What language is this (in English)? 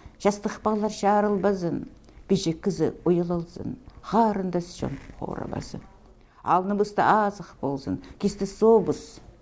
Khakas